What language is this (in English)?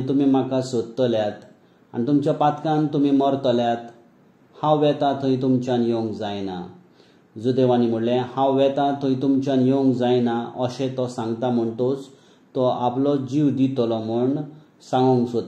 Konkani